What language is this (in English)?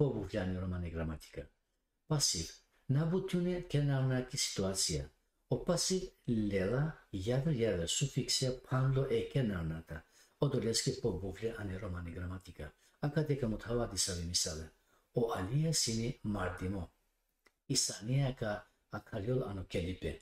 Balkan Romani